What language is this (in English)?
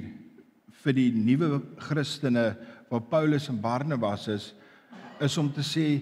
Afrikaans